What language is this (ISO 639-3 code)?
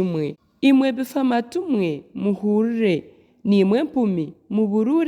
nyn